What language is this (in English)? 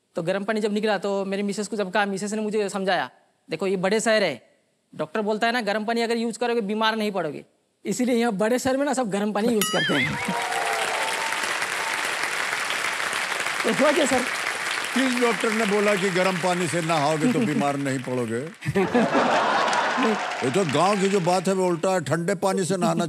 Hindi